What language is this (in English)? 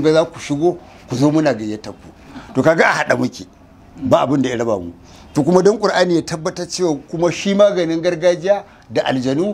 Hausa